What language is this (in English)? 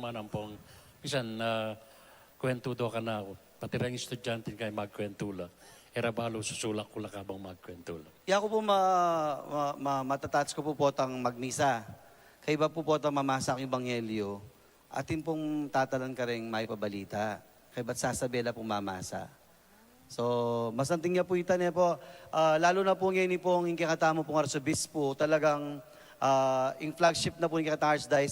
Pampanga